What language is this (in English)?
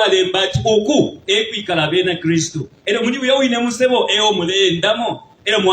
Bemba